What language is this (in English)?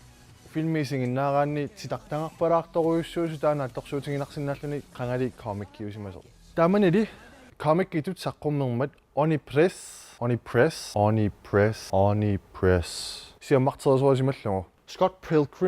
Kalaallisut